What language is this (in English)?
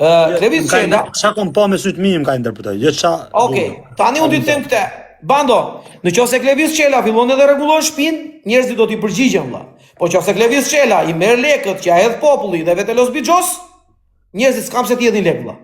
Albanian